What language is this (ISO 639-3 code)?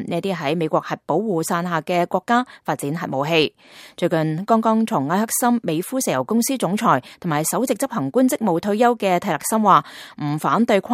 yue